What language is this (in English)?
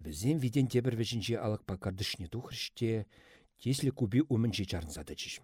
Chuvash